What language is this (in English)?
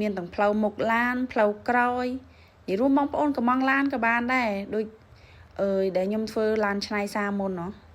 Khmer